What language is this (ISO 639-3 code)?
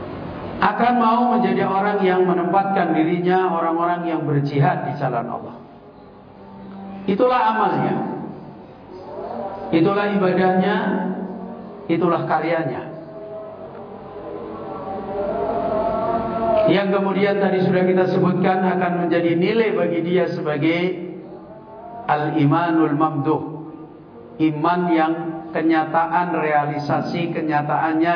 ind